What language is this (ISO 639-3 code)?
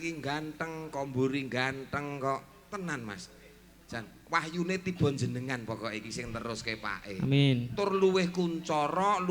jav